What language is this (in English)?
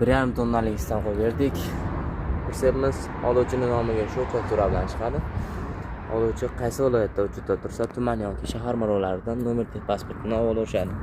Uzbek